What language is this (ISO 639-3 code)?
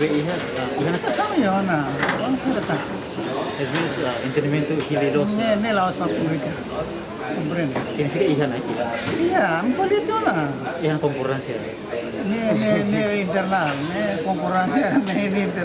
tet